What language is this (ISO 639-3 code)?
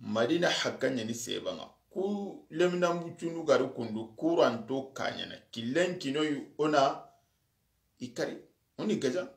snk